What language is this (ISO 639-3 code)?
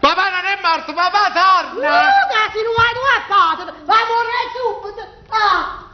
nap